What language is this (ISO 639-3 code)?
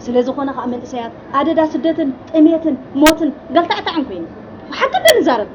tir